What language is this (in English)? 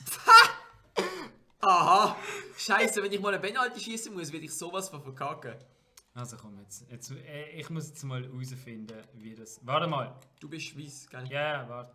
Swiss German